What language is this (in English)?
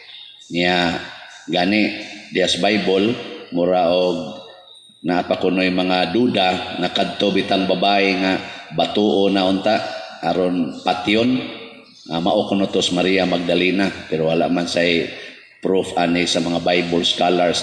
Cebuano